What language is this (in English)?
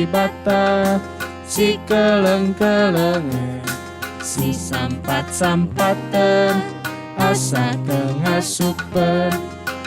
Batak Karo